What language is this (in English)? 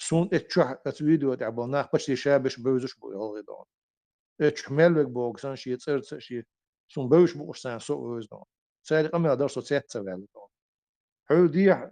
Chechen